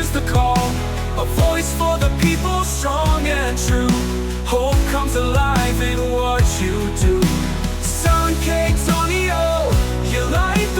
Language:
Waray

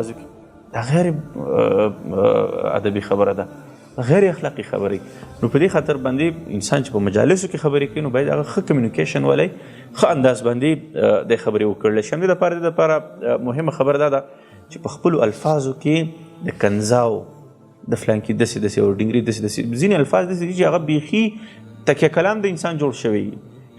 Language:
Pashto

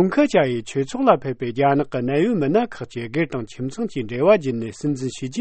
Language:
Tibetan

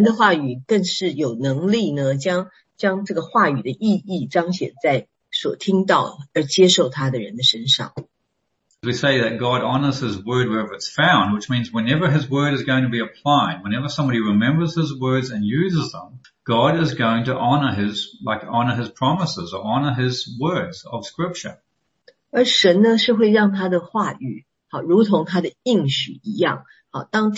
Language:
Chinese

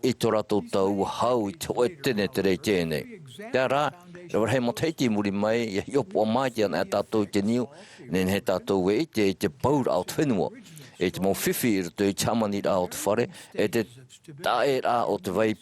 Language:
Tahitian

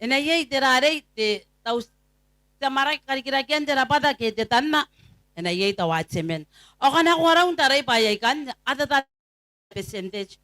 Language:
Gilbertese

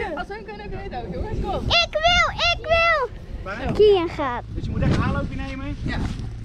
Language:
Dutch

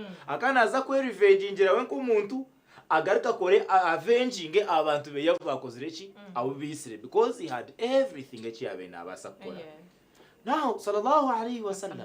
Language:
Nyankole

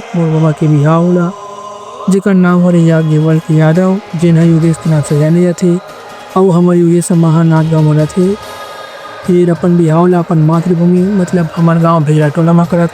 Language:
Chhattisgarhi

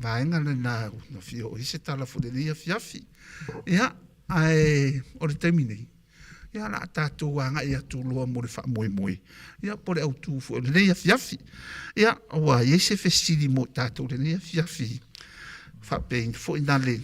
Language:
Samoan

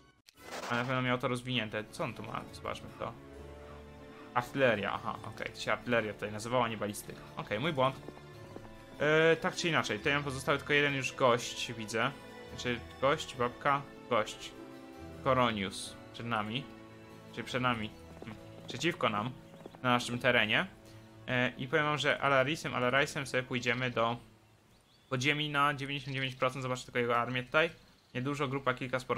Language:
Polish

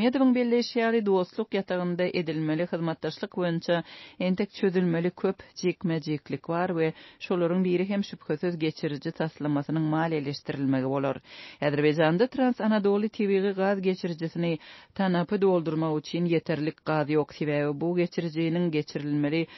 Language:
Turkmen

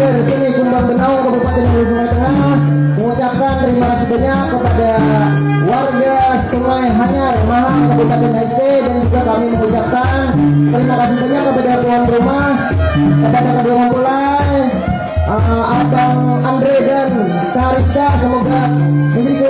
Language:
Banjar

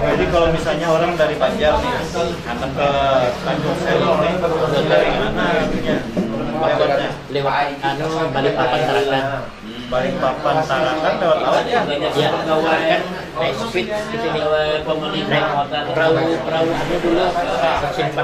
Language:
Banjar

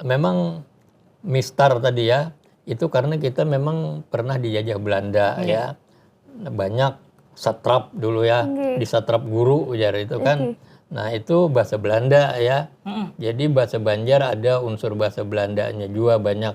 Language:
Banjar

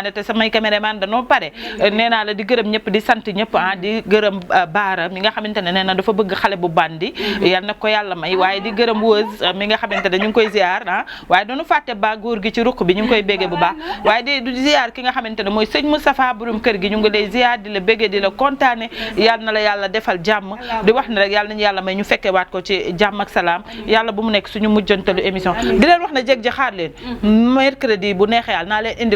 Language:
Wolof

